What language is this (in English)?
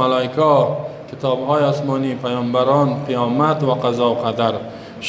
Persian